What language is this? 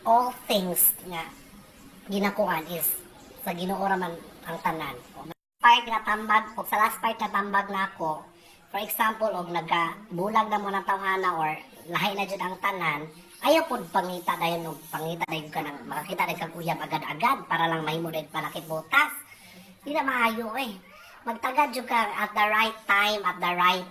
Cebuano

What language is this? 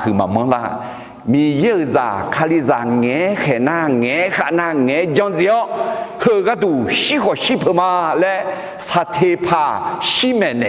Akha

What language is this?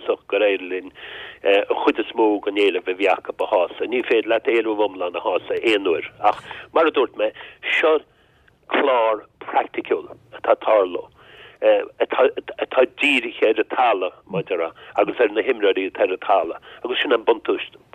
Irish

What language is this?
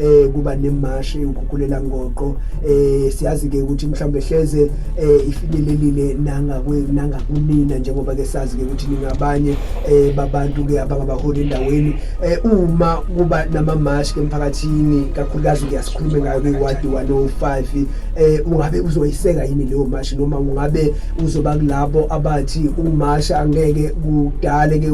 Zulu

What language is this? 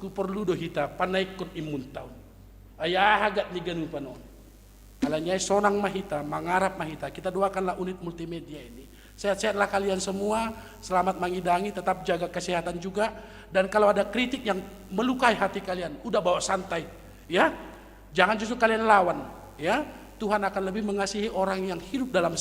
Batak Simalungun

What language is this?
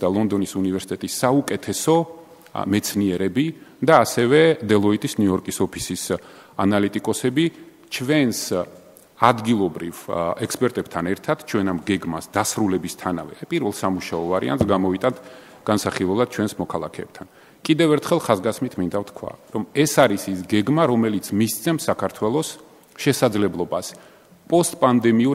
Georgian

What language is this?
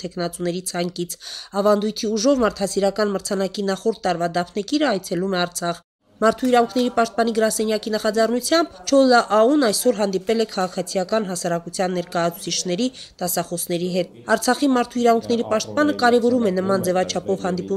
Armenian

